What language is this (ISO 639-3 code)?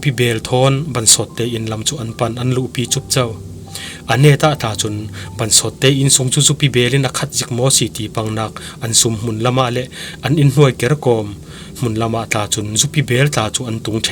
cfm